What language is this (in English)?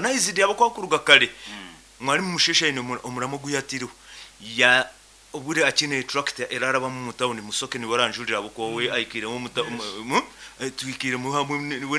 Nyankole